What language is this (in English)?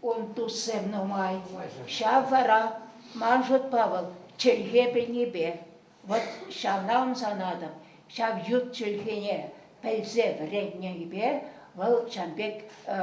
Chuvash